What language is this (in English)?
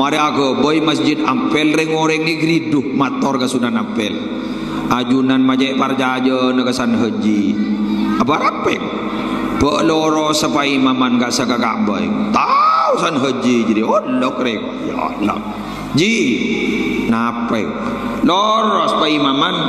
Madurese